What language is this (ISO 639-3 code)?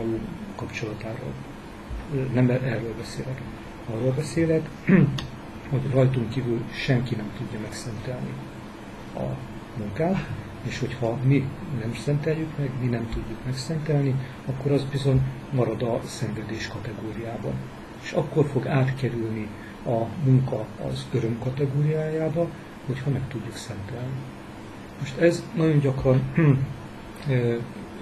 hun